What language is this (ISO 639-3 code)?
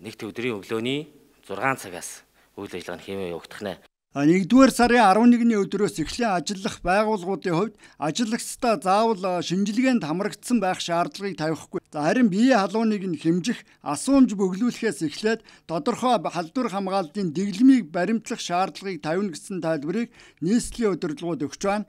mon